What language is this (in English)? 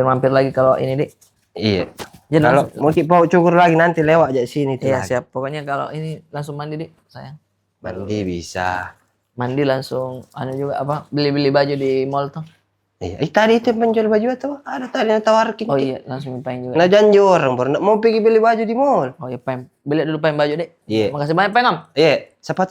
Makassar Malay